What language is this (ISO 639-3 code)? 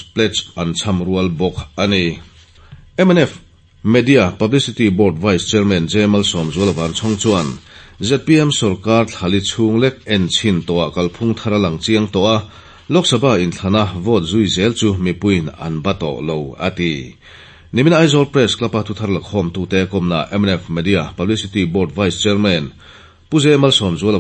lus